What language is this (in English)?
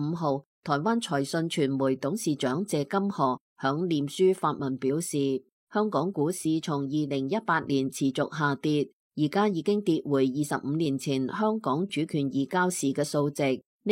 Cantonese